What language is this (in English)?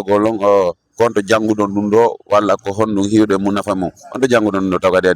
Fula